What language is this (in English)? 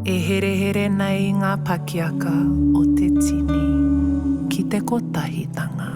Māori